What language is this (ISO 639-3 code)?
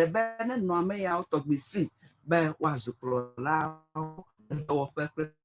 ewe